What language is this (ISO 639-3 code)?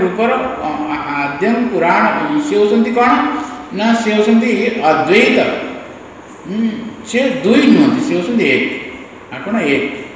ori